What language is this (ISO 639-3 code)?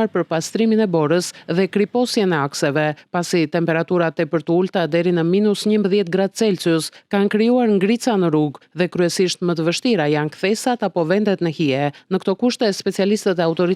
sqi